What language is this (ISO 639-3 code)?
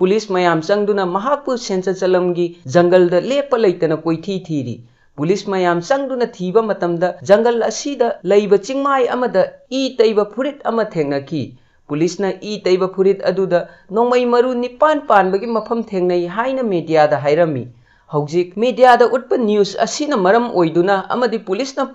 mni